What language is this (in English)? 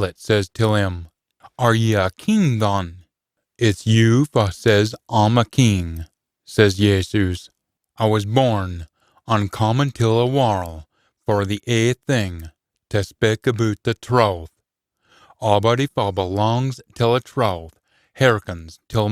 Scots